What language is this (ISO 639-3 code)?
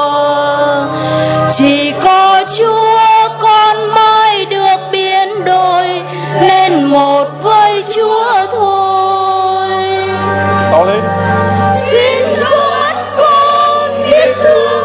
vie